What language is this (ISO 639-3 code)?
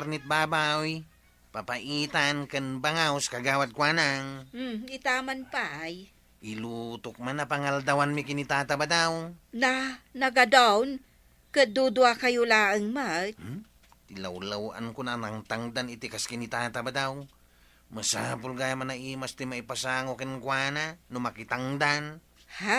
ilo